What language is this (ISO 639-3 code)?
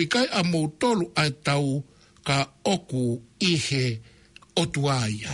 ton